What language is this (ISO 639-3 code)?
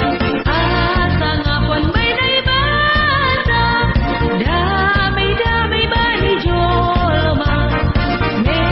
bts